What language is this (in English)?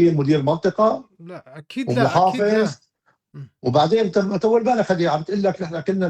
North Levantine Arabic